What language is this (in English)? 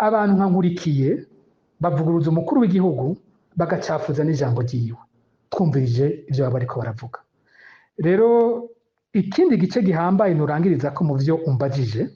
Rundi